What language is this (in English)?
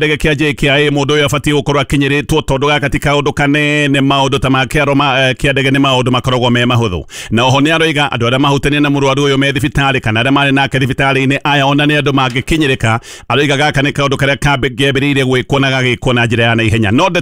Kikuyu